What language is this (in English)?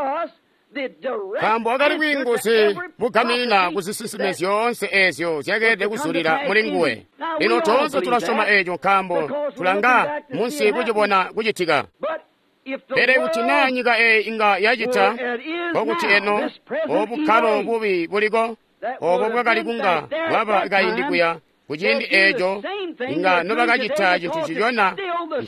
Tonga (Zambia)